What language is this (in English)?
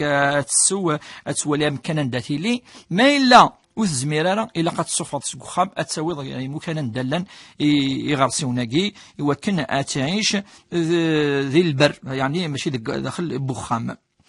Kabyle